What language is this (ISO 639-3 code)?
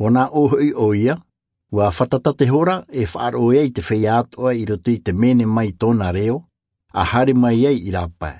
tah